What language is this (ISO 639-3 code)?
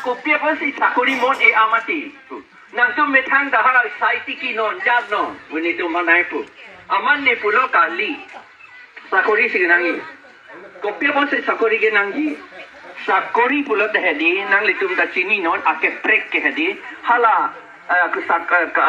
mjw